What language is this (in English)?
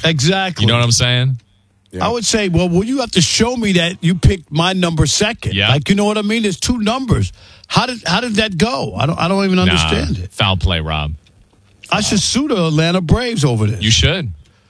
English